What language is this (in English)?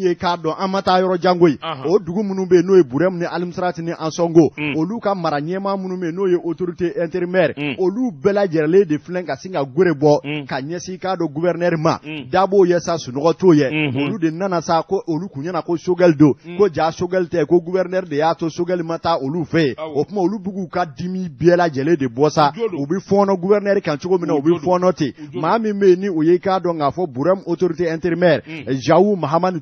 Bambara